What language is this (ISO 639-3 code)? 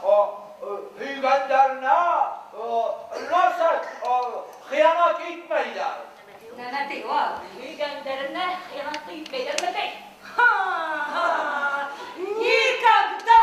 bak